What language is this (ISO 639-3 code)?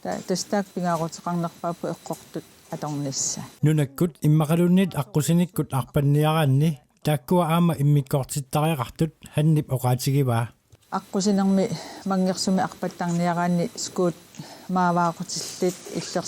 kal